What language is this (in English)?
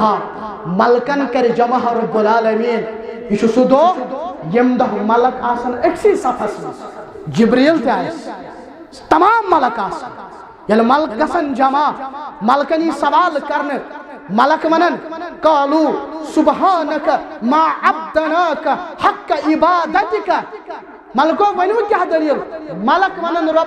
Kashmiri